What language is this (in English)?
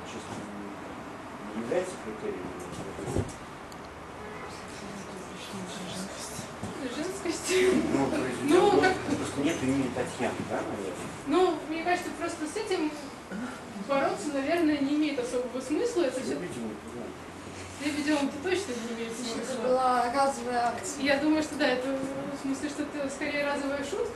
Russian